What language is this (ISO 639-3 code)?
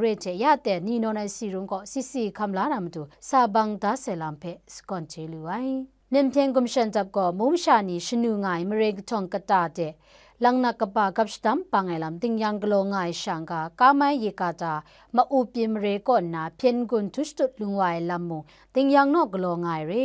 kac